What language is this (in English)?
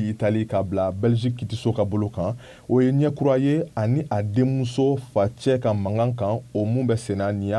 Bambara